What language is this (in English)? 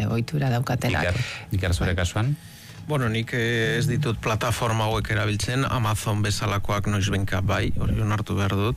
Basque